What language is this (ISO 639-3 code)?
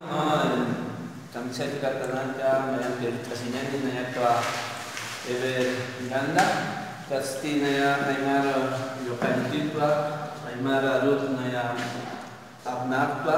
aym